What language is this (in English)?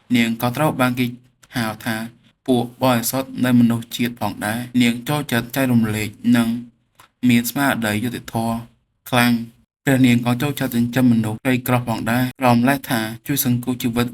Khmer